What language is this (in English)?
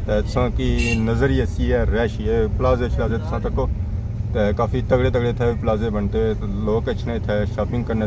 Pahari-Potwari